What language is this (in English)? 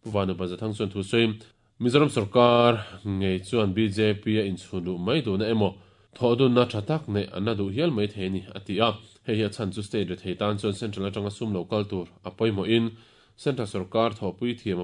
Mizo